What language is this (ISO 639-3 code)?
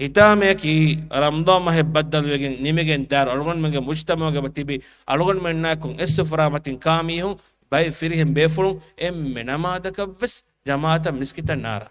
div